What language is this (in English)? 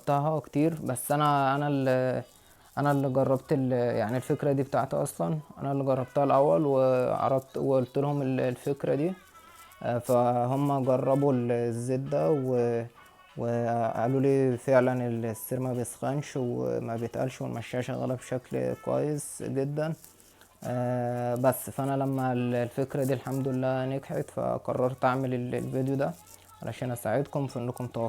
Egyptian Arabic